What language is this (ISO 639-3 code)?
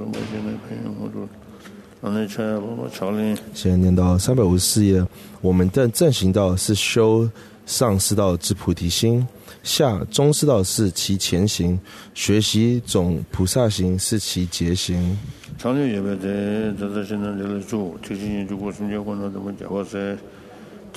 zho